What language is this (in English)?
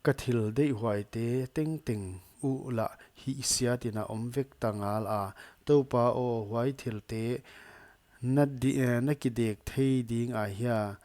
Paite Chin